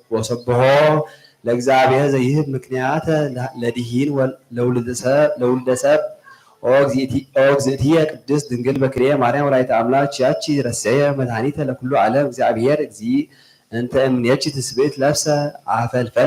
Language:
Geez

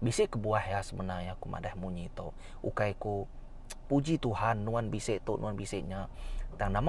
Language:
Iban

